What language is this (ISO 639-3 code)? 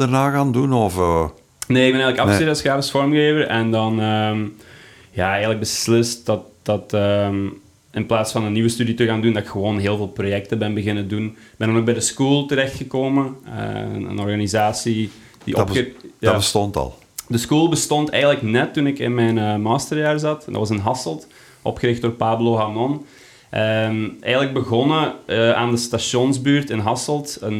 nld